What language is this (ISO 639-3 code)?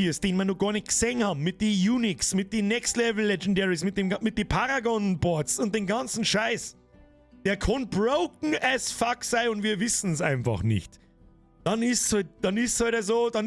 bar